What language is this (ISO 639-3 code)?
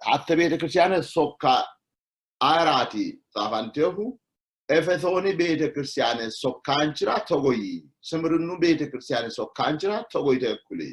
sid